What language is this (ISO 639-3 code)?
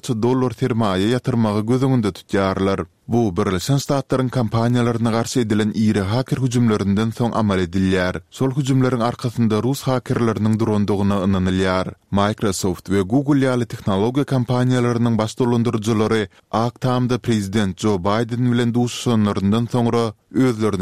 tuk